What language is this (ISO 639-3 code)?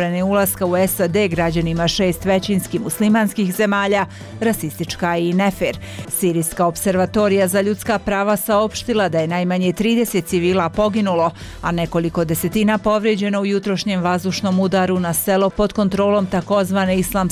bos